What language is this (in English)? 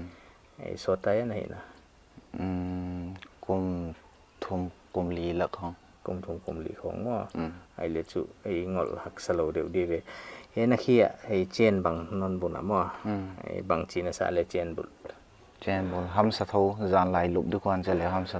Paite Chin